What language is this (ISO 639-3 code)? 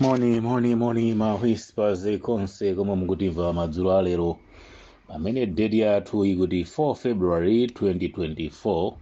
nya